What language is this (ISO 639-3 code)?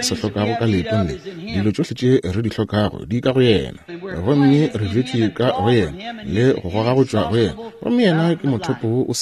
nso